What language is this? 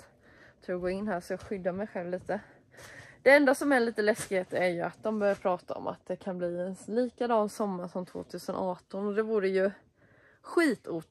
Swedish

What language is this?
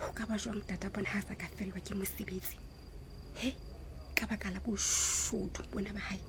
Southern Sotho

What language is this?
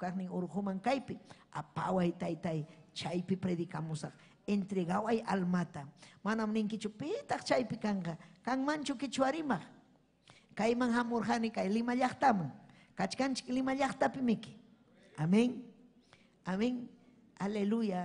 Ayacucho Quechua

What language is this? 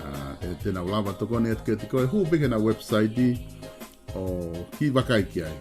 Tongan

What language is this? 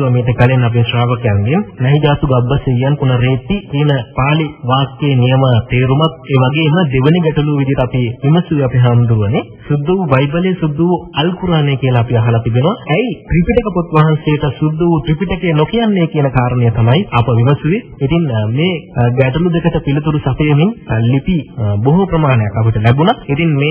Sinhala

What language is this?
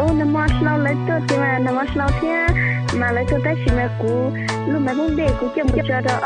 Hmong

